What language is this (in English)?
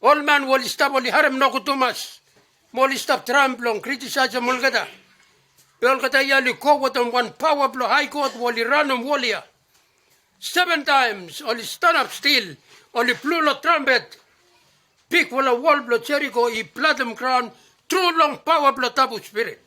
Bislama